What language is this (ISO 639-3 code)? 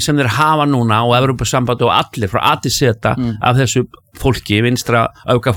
isl